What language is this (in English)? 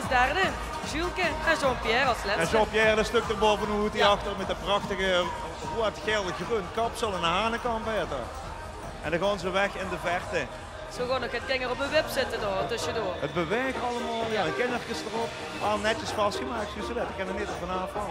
Limburgish